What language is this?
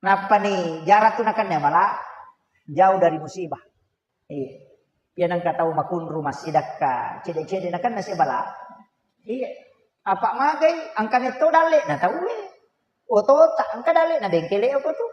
Buginese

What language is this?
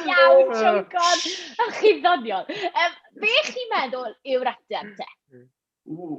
Welsh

